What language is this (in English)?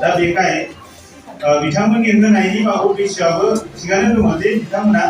Bodo